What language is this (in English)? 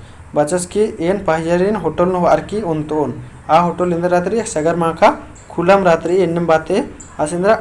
Kurukh